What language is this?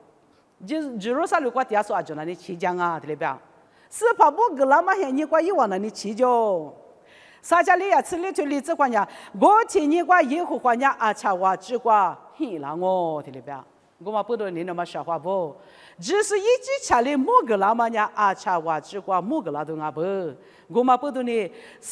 Lisu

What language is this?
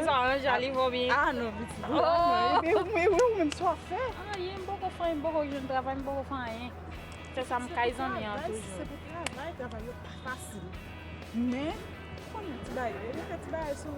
Haitian Creole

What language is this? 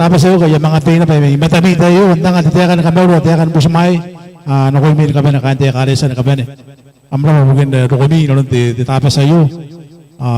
Gilbertese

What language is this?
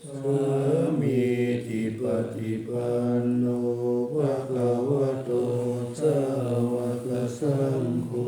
Pali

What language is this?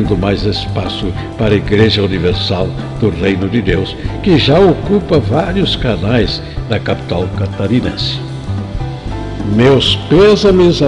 Portuguese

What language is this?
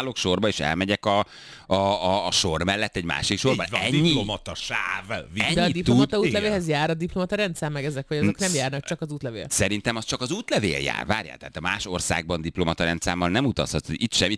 Hungarian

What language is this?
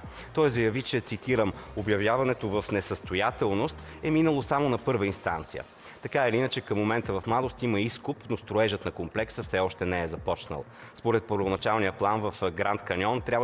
Bulgarian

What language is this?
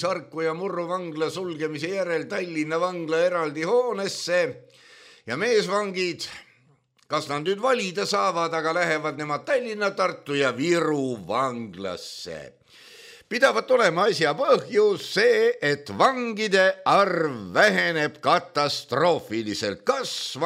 Estonian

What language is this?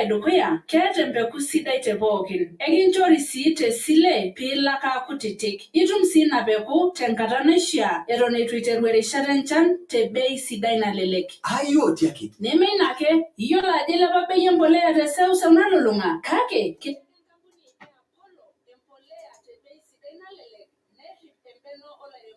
Masai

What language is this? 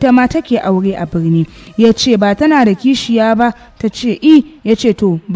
Hausa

